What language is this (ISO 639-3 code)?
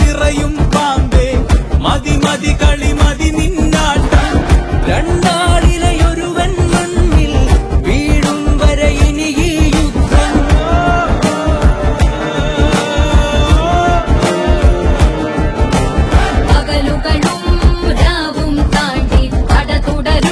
mal